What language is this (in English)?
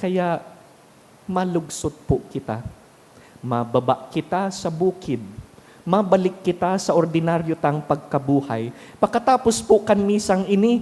Bikol